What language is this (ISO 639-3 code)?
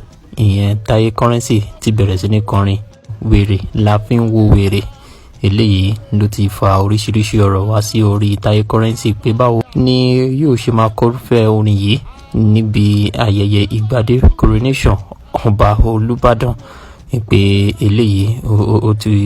yor